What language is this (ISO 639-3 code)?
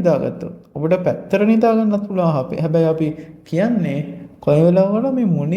sin